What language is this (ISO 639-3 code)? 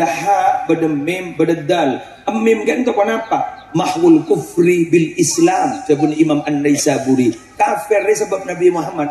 mad